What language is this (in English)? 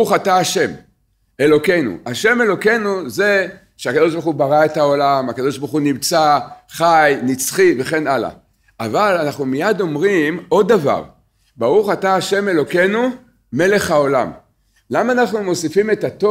Hebrew